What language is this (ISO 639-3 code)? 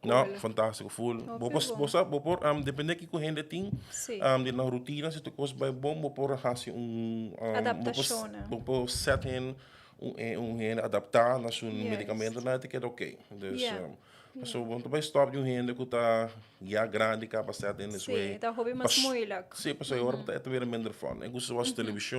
pap